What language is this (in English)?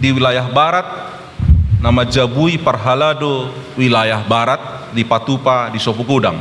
Batak Toba